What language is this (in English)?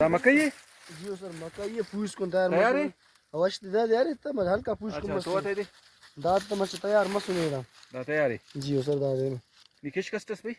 Brahui